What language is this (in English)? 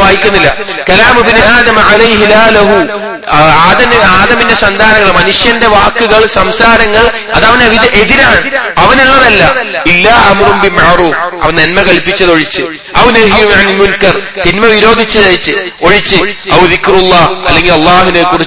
Malayalam